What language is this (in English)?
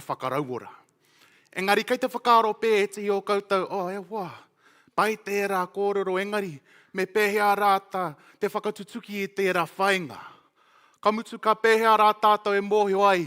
Māori